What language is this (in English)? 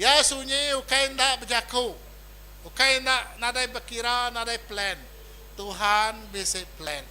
Iban